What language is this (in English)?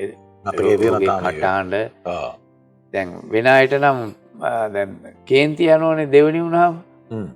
Sinhala